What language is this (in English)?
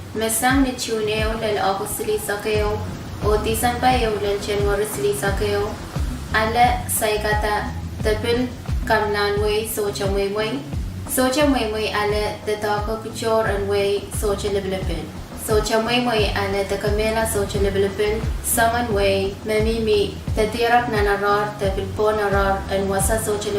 Pohnpeian